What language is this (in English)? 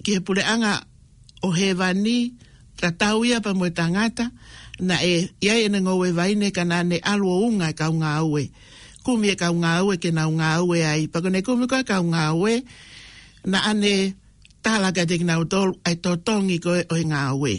Tongan